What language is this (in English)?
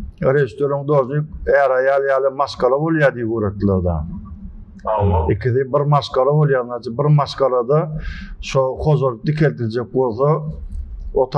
Turkmen